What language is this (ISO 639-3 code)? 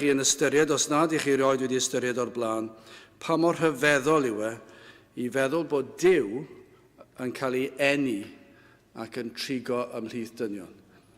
cym